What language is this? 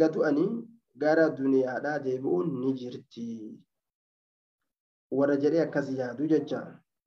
Oromo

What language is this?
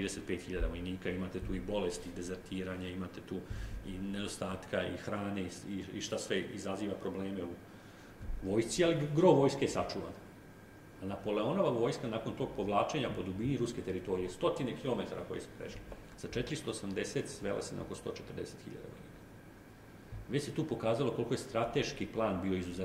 Serbian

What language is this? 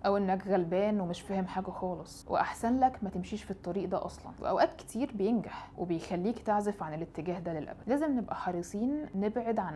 Egyptian Arabic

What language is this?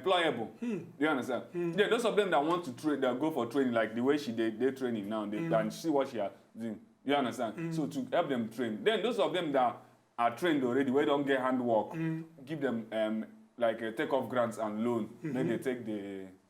Nigerian Pidgin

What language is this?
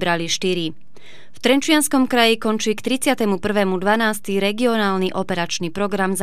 Slovak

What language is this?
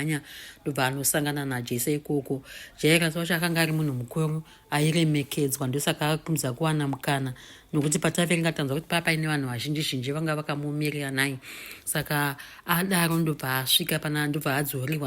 Shona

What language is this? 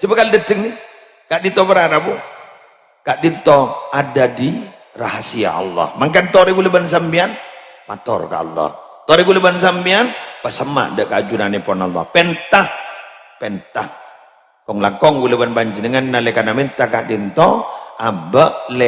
Madurese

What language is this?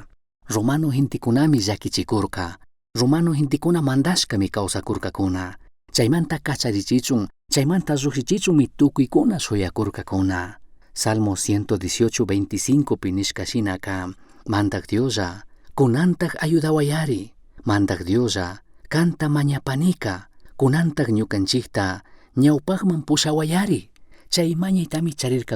Chimborazo Highland Quichua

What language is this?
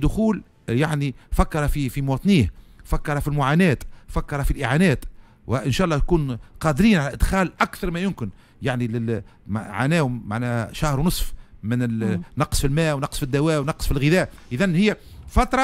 Tunisian Arabic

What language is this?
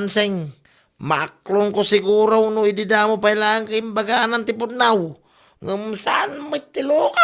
Iloko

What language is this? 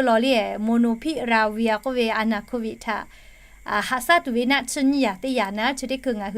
Lahu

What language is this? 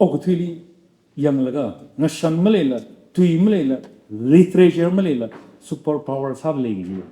Tangkhul Naga (India)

